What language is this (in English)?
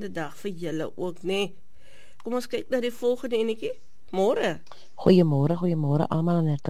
Afrikaans